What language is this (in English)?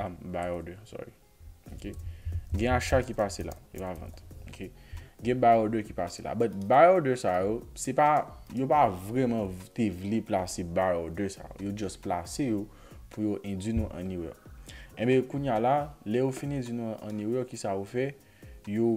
Haitian Creole